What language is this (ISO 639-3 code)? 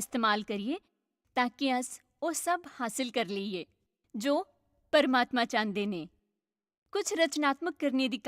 doi